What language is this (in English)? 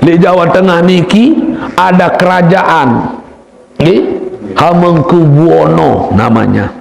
Sasak